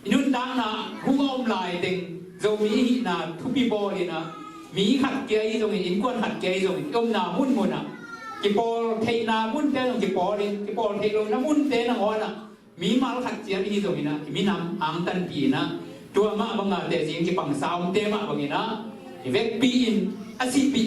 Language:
Tedim Chin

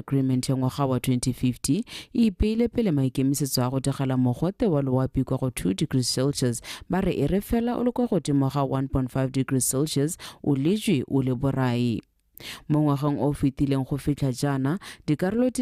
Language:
Tswana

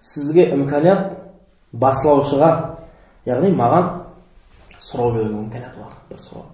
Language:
Kara-Kalpak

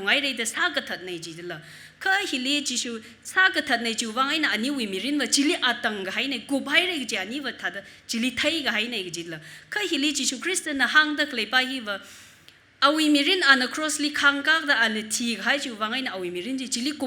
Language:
Tangkhul Naga (India)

